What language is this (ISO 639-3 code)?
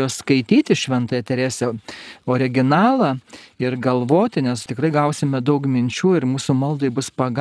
lit